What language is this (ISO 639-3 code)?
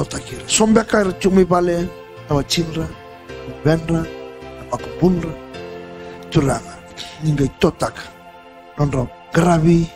fij